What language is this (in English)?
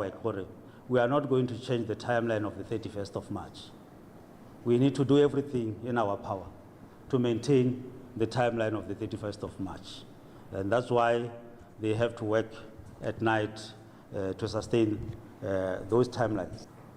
Tswana